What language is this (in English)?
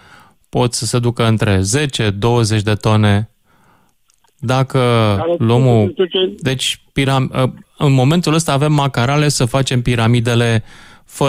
Romanian